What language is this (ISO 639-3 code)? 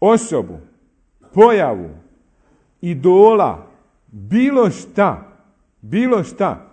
bos